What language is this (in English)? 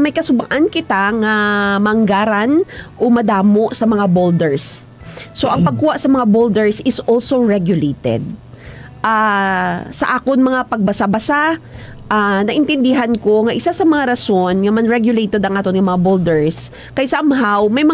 Hiligaynon